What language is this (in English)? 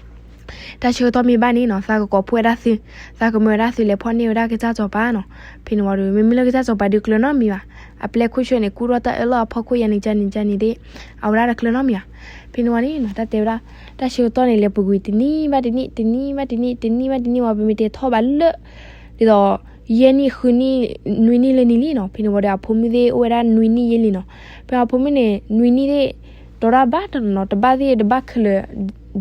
S'gaw Karen